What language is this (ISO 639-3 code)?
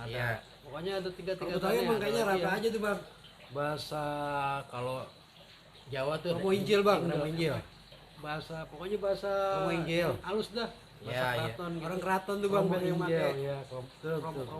bew